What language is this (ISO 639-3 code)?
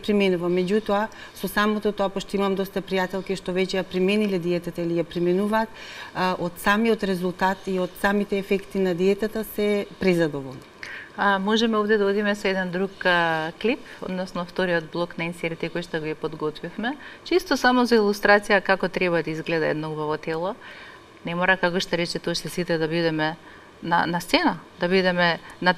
mkd